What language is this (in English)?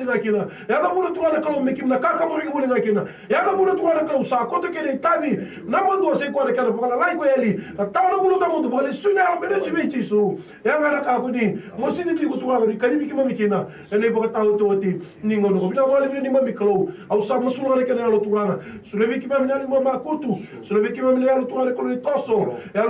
Fijian